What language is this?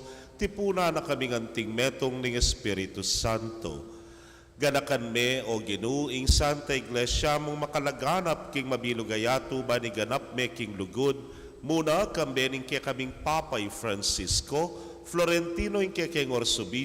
Pampanga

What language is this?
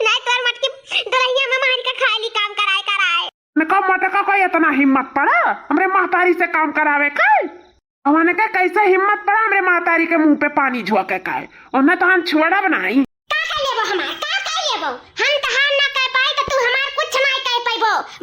Awadhi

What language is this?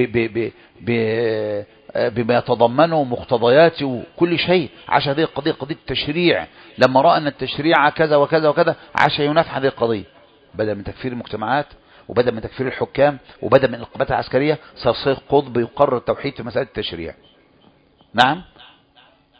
Arabic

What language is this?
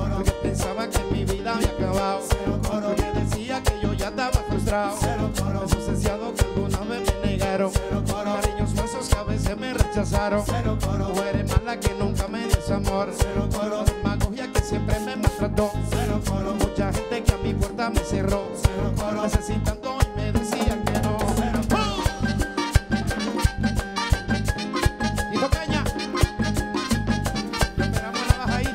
Spanish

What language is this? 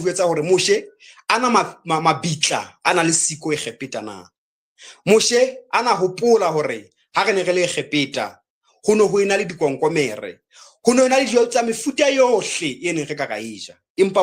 Southern Sotho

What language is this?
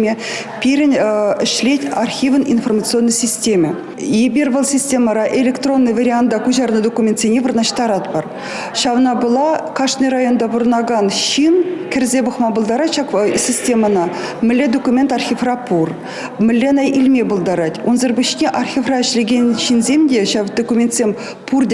Chuvash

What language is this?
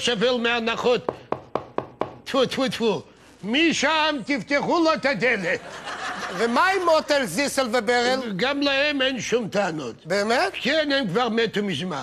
Hebrew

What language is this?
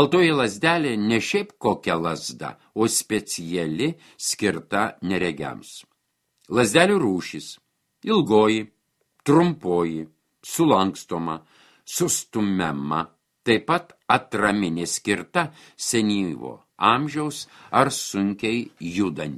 Lithuanian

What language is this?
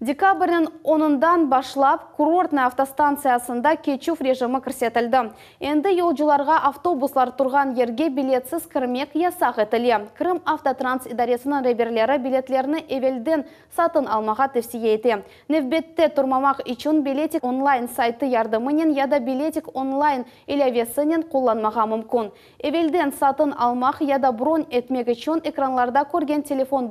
Crimean Tatar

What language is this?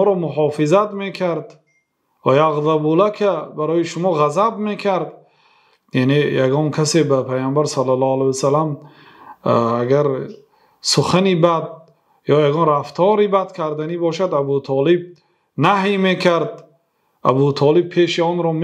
Persian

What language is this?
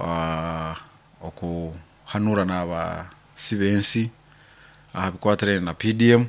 Nyoro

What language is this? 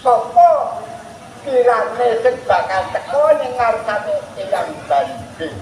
Javanese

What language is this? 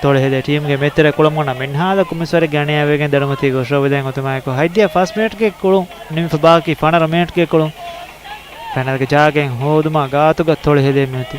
Divehi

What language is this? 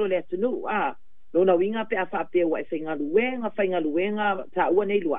Samoan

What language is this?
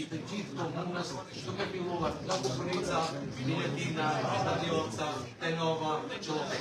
Albanian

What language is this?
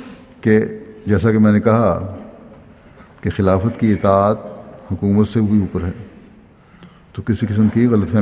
Urdu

